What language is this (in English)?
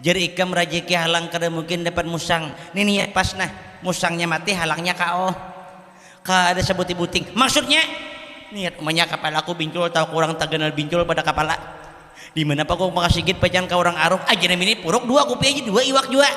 Banjar